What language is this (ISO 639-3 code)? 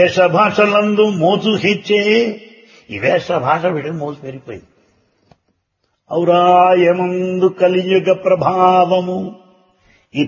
tel